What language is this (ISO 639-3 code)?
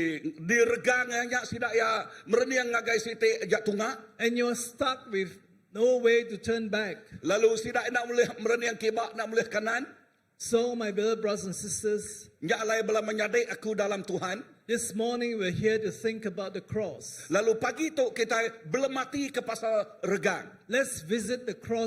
iba